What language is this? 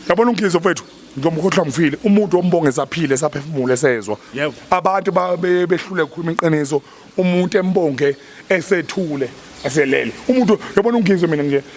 Zulu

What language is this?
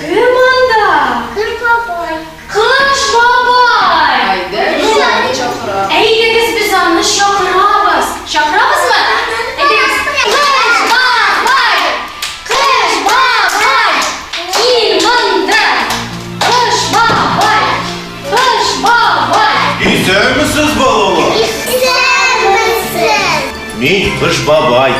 Tatar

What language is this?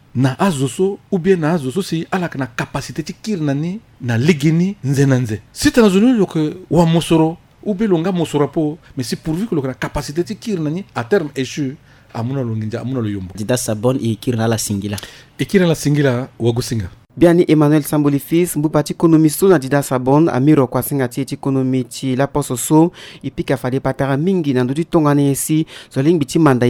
Sango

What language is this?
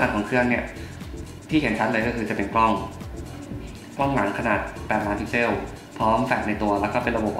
Thai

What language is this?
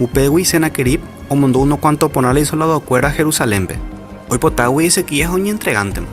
Guarani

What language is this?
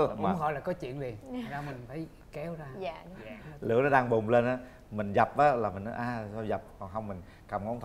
Vietnamese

